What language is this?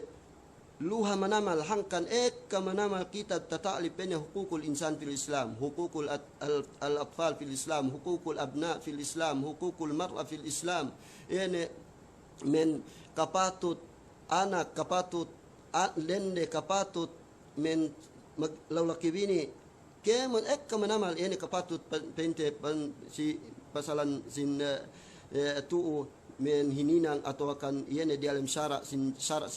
Yakan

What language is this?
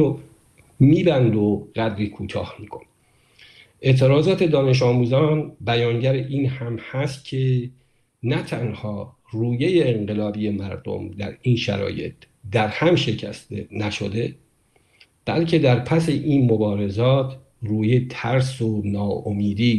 Persian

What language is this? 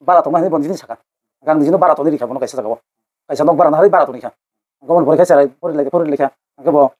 Kok Borok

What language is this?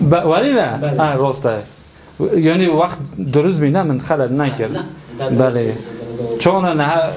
Kurdish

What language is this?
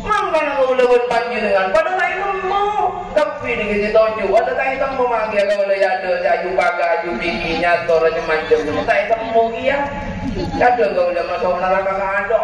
Madurese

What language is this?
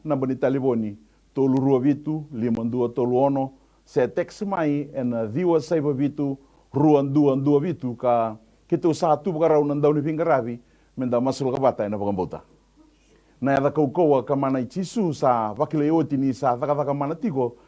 Fijian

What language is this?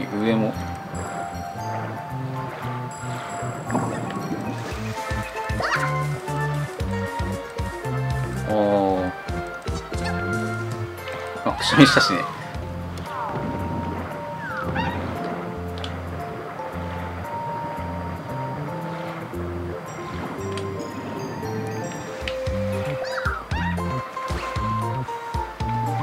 Japanese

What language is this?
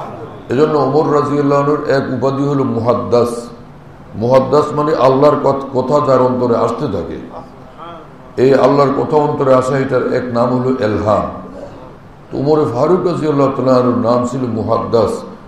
Bangla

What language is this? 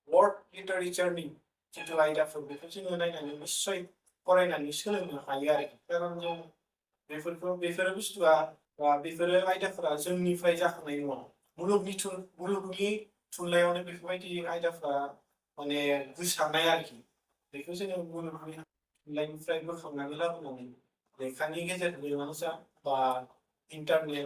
Bodo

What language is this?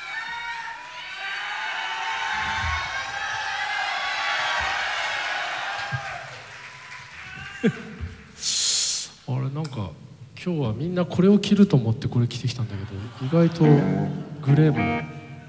Japanese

